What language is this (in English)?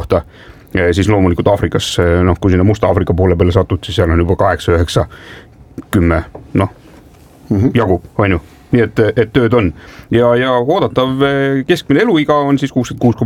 Estonian